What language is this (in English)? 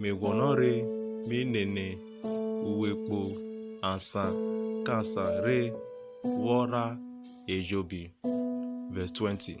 Urhobo